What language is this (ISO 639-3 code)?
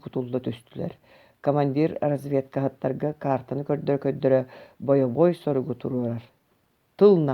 sah